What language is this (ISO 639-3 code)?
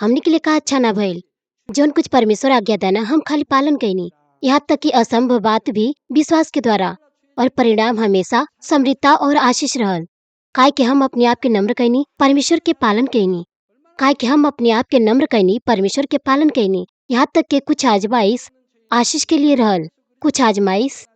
bho